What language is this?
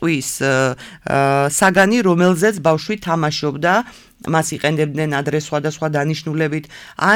Georgian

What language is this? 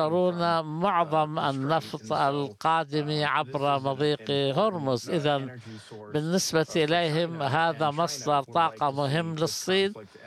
Arabic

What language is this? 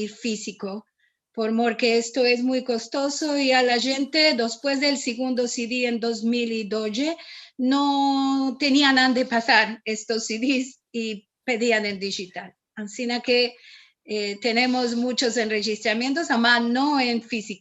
Ladino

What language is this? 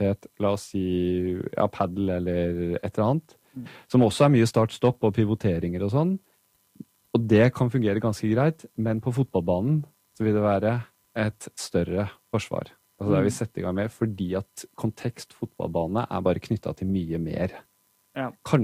Norwegian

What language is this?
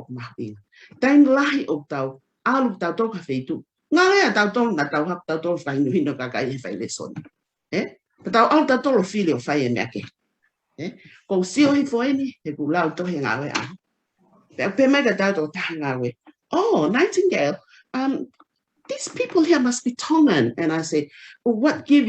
Tongan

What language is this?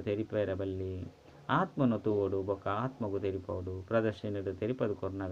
Tulu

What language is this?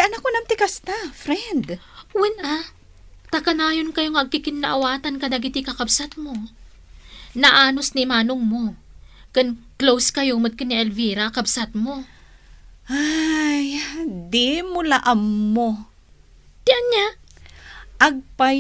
Iloko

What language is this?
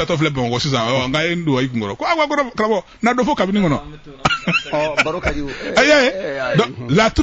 Bambara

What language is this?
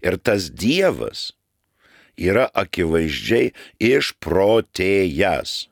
Lithuanian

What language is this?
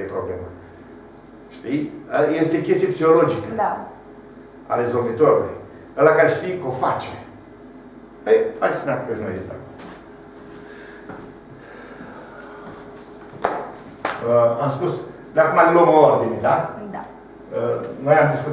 Romanian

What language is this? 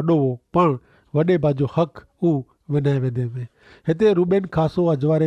Kachhi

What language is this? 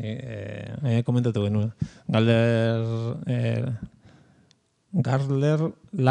Basque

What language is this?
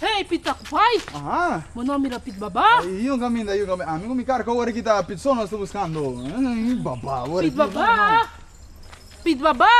Papiamento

